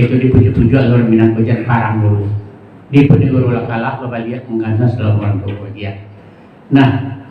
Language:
Minangkabau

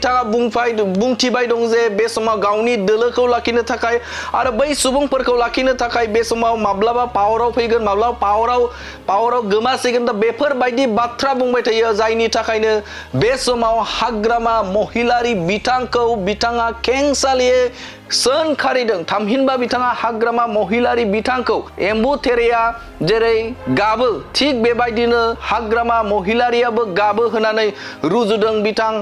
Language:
Bodo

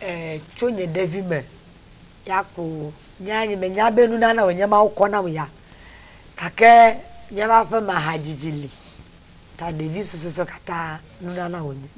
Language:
Ewe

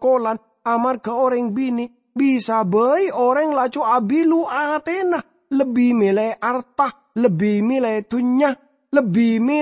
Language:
Madurese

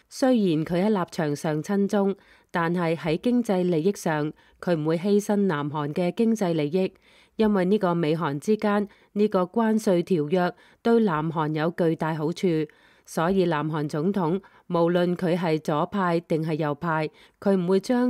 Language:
Cantonese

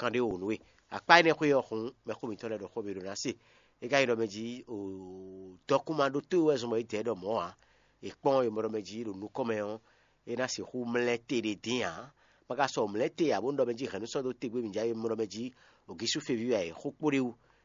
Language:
Fon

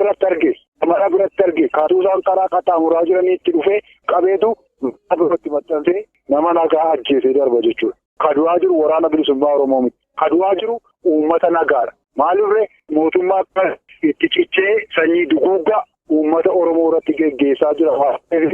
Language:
Oromo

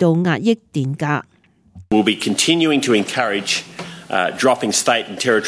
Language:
Cantonese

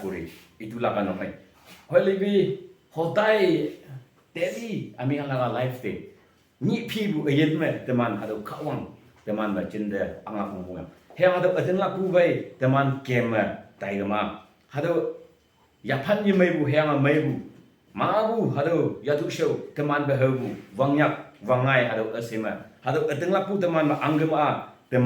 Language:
Konyak Naga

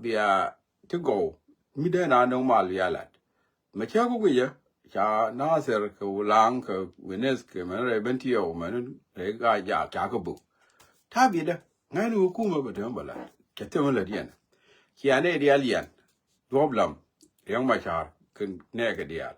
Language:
Nuer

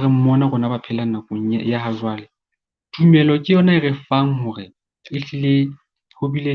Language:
Southern Sotho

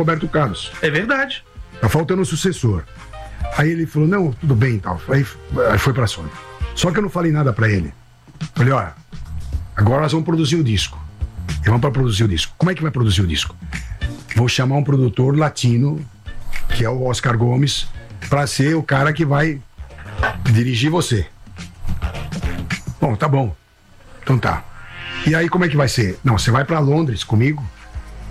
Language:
Portuguese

